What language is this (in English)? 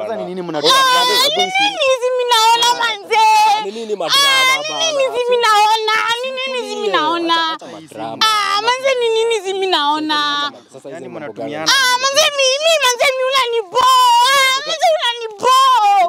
Swahili